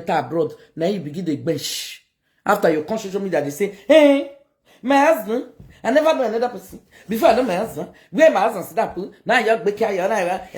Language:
Nigerian Pidgin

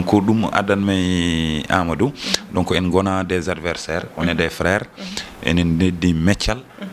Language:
Fula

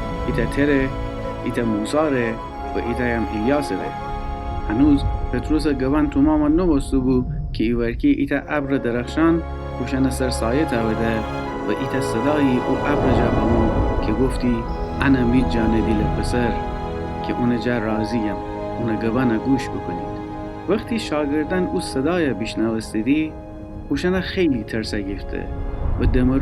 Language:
Gilaki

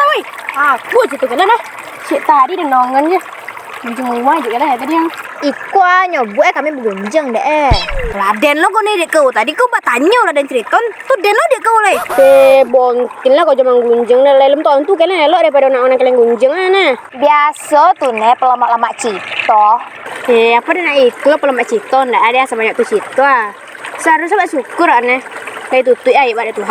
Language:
Minangkabau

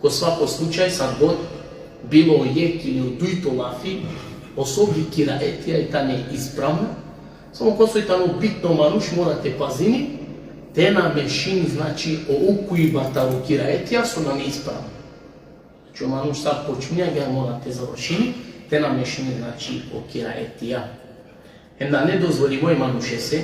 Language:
Balkan Romani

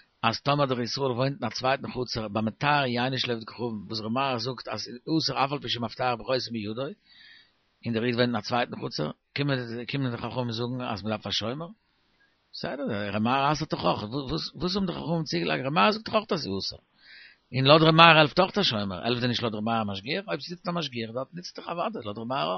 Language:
Yiddish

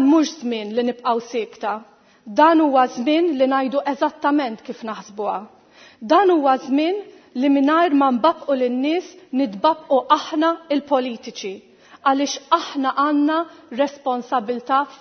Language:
Maltese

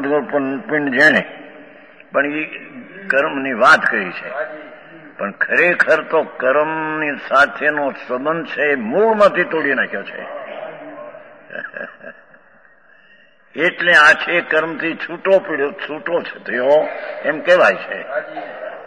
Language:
Gujarati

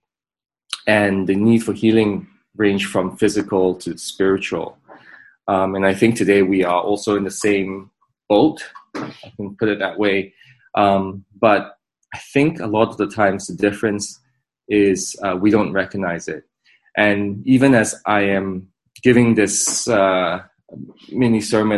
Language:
English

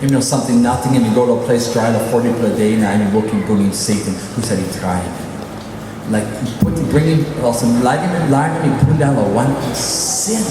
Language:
Tok Pisin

